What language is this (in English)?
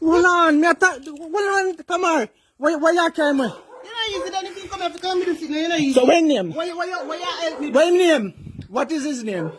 Jamaican Creole English